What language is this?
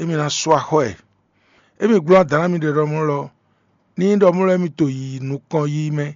Fon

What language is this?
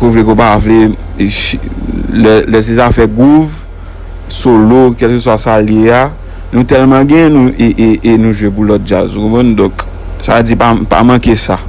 Haitian Creole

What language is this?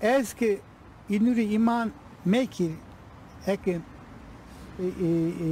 Zaza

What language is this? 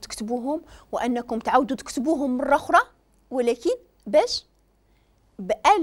Moroccan Arabic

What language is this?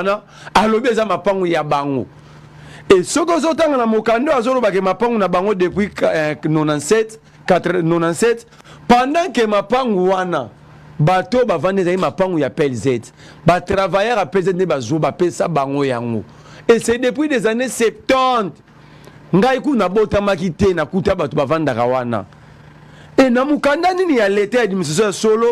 Lingala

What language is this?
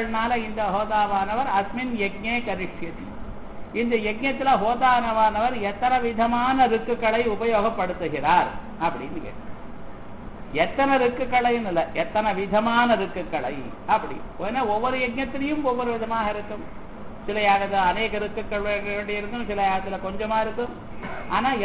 Tamil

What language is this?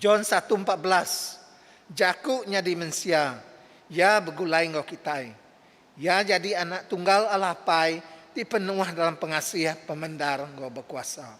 Iban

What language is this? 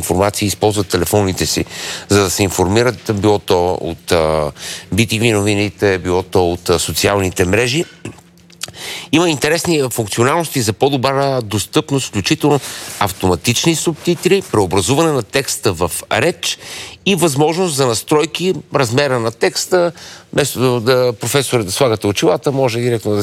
Bulgarian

